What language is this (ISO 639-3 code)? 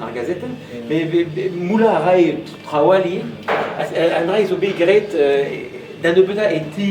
bre